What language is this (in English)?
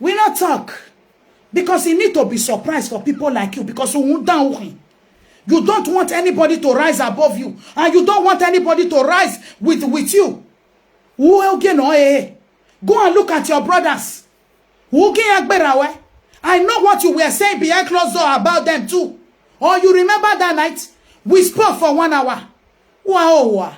Nigerian Pidgin